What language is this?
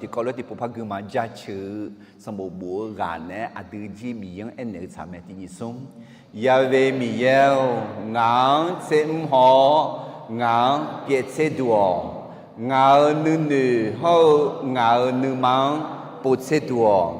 Akha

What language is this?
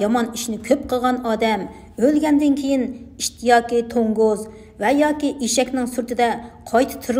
Uyghur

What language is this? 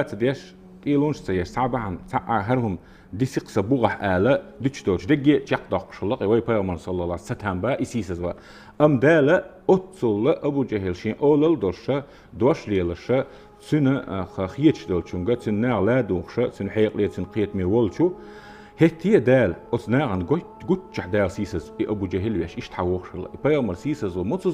Chechen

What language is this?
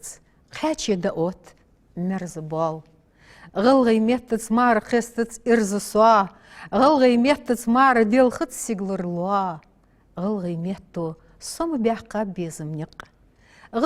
Ingush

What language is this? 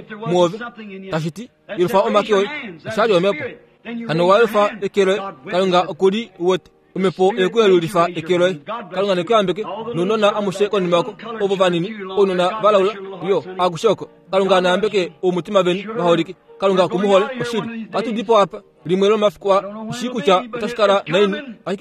Kuanyama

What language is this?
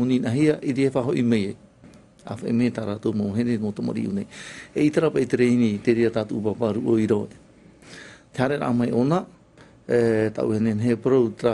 Tahitian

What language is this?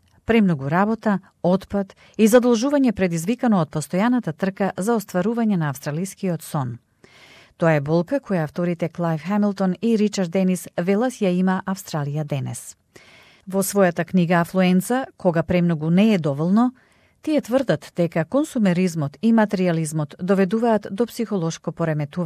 Macedonian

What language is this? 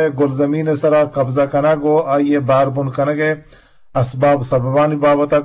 Eastern Balochi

